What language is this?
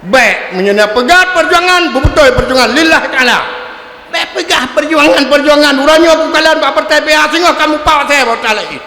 Achinese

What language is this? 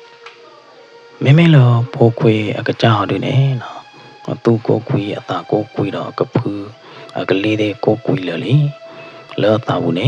S'gaw Karen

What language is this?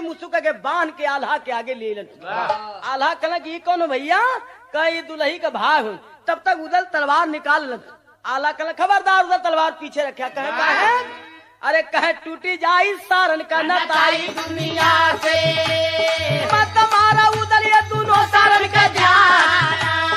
Bhojpuri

